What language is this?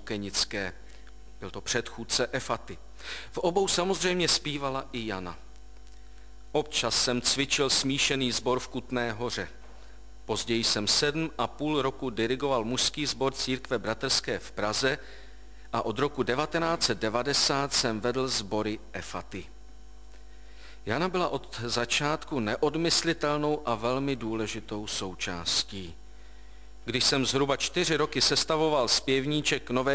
Czech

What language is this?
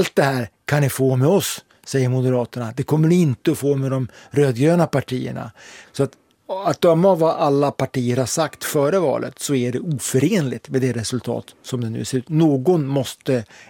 Swedish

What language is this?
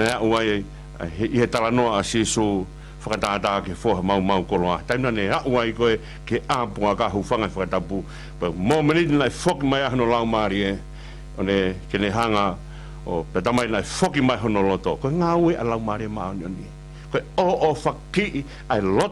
Tongan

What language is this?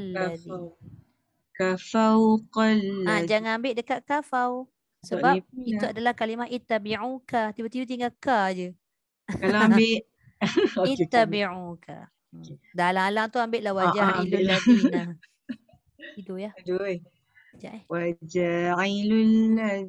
Malay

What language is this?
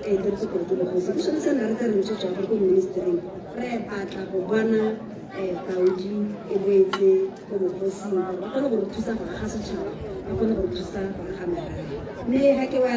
Tswana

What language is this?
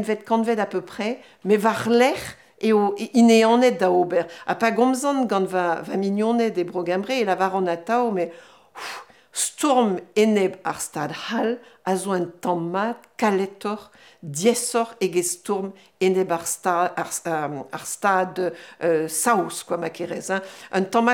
Breton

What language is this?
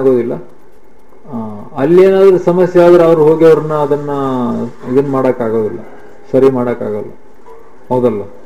Kannada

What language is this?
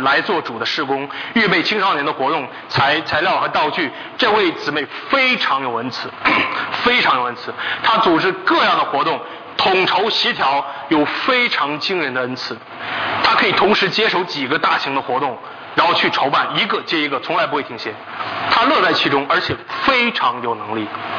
Chinese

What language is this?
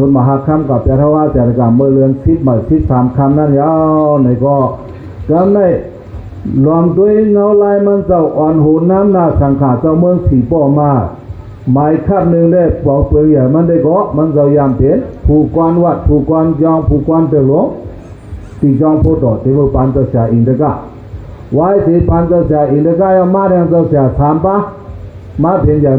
Shan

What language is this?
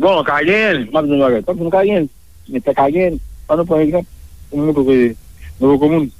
Haitian Creole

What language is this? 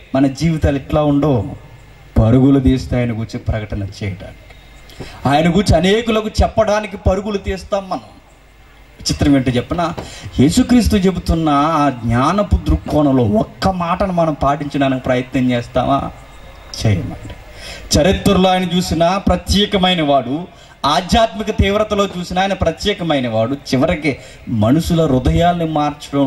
Telugu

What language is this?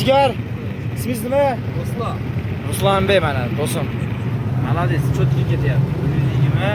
Uzbek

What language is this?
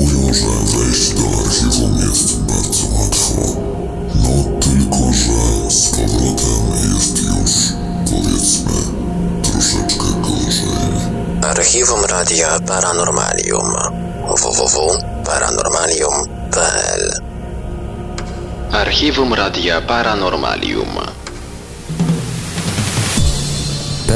Polish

